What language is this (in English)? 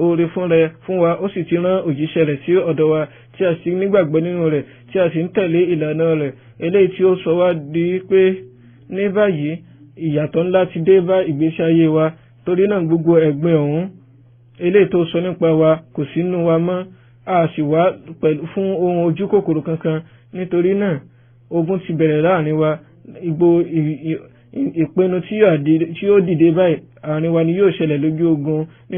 Yoruba